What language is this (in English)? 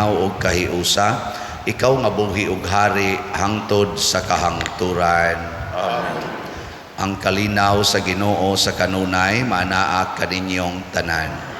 Cebuano